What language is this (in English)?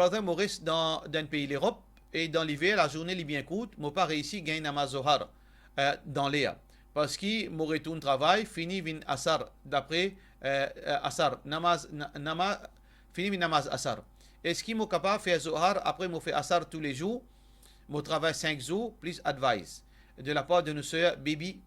Morisyen